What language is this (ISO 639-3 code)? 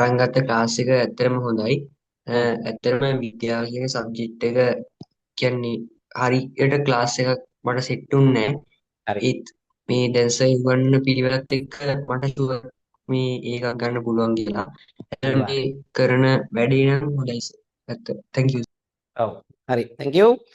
sin